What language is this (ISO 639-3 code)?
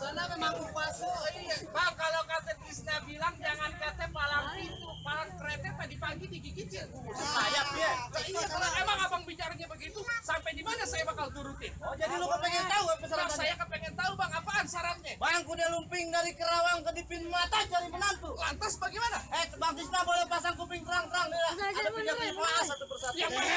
bew